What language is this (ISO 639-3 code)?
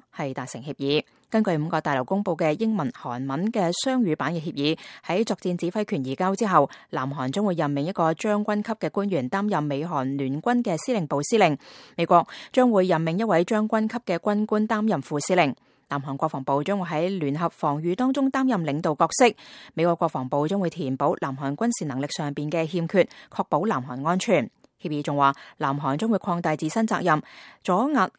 yue